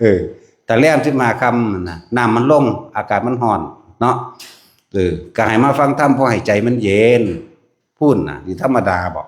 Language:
Northeastern Thai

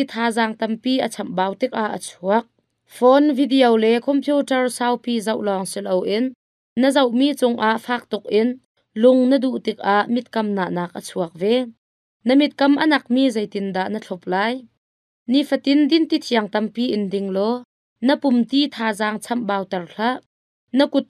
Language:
Hakha Chin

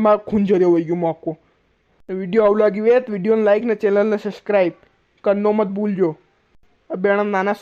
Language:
Rajasthani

